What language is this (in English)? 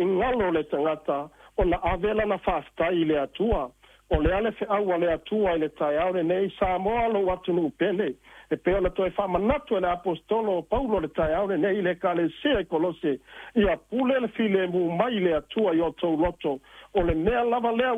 Samoan